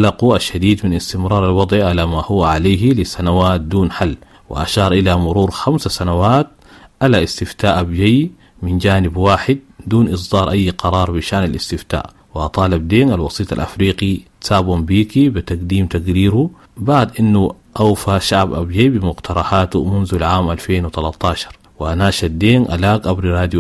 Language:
Sudanese Arabic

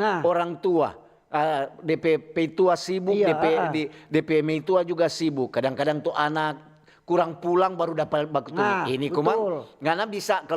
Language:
Manado Malay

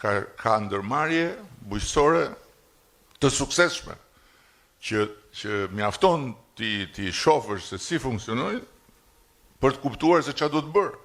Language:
Albanian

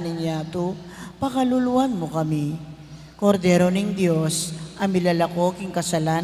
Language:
Pampanga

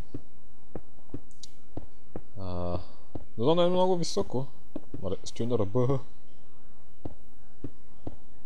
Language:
Bulgarian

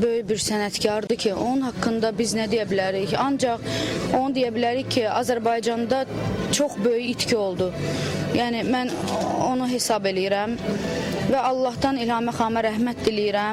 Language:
Azerbaijani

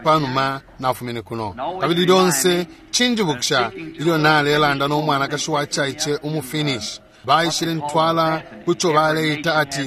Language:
Bemba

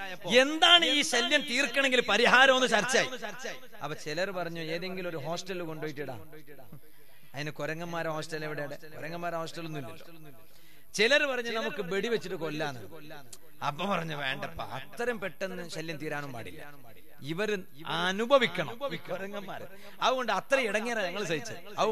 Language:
Malayalam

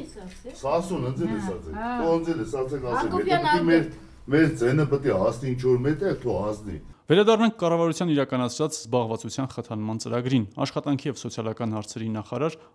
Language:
Armenian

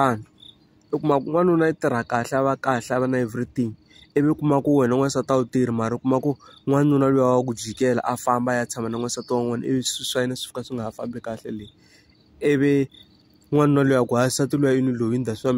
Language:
Tsonga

